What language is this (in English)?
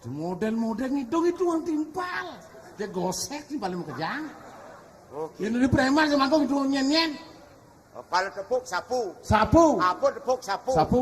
Balinese